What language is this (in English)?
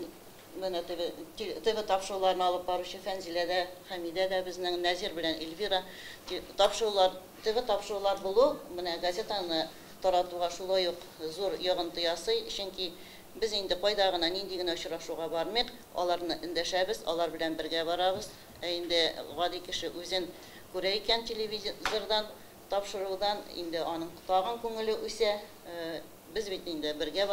Tatar